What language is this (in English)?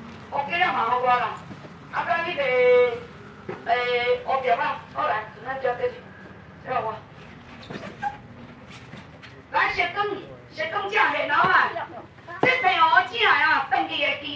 Min Nan Chinese